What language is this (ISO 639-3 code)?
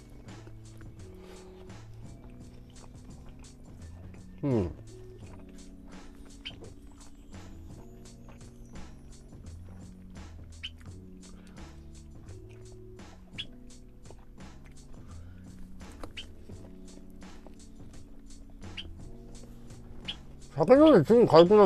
jpn